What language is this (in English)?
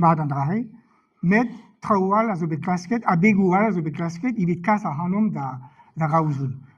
Breton